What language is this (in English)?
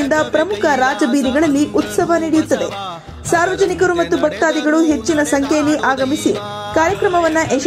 Kannada